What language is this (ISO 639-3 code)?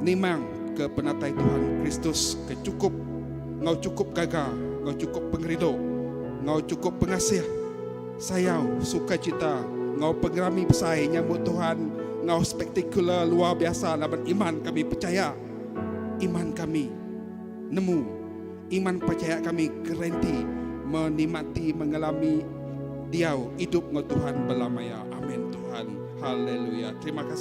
iba